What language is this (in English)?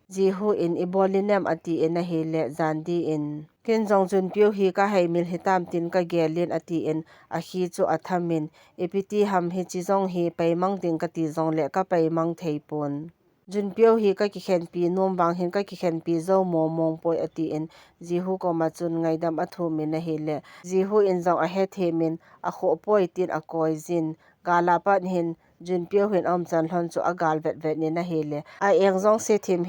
Thado Chin